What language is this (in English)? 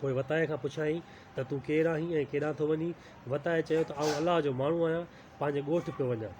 Sindhi